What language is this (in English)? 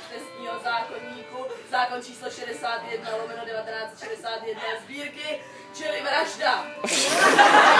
Czech